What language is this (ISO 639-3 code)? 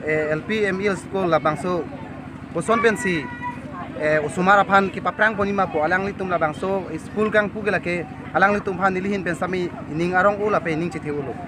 mjw